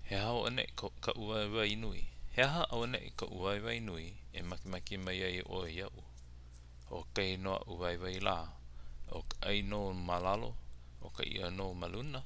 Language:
Hawaiian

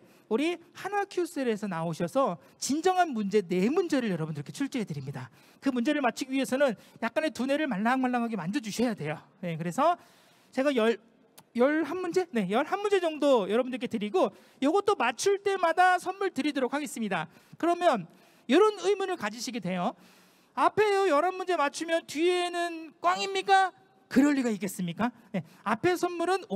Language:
Korean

